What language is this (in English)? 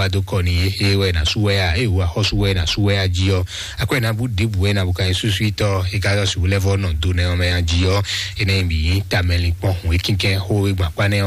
Fon